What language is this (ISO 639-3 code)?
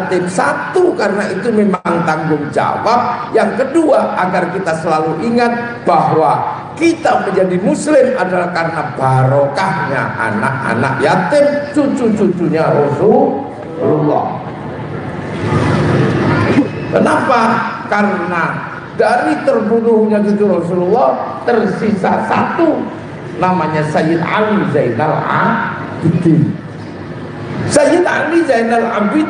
ind